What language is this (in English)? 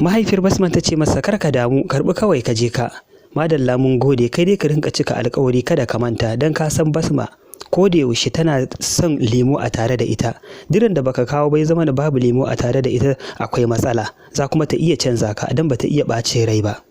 Hausa